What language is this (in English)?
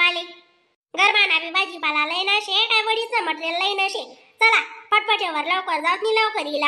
Khandesi